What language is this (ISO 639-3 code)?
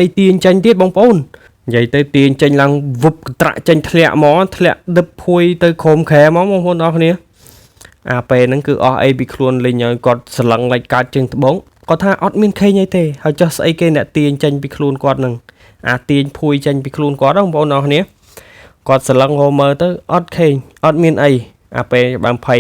khm